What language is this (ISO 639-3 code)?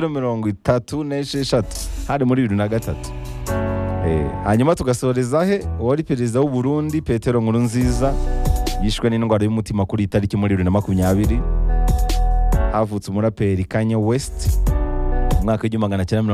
kin